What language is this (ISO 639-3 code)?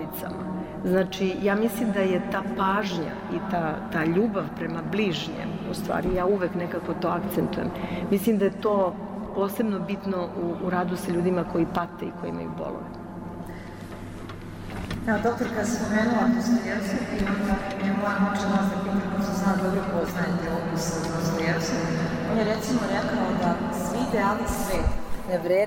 srp